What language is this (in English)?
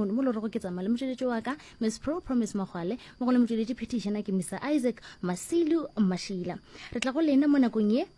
Northern Sotho